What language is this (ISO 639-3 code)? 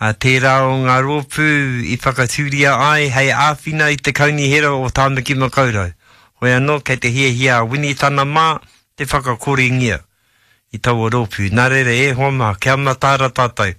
mri